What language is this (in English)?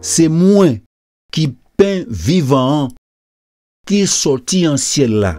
Guadeloupean Creole French